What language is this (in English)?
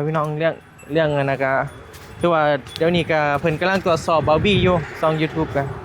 Northeastern Thai